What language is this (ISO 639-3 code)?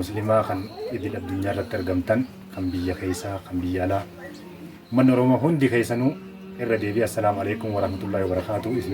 orm